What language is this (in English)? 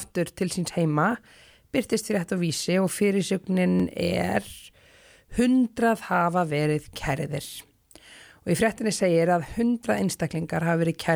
Icelandic